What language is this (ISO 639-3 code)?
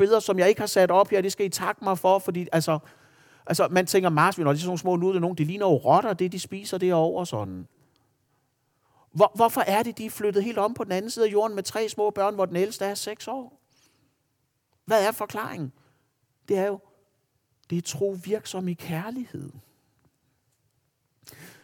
dan